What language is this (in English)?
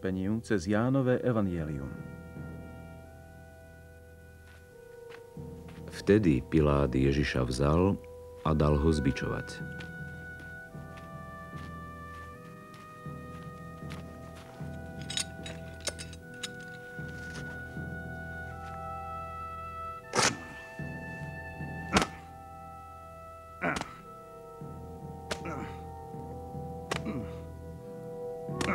Slovak